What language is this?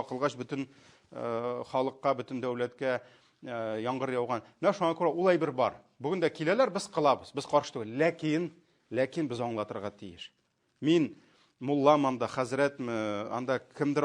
Tatar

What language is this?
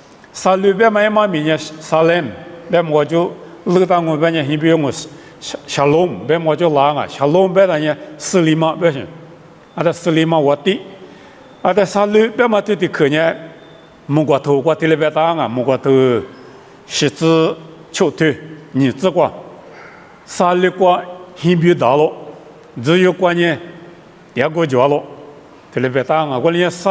Lisu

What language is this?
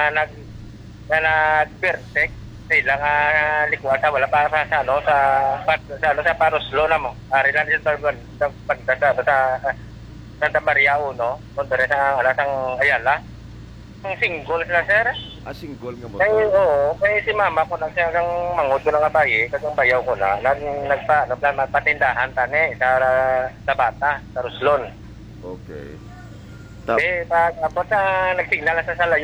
Hiligaynon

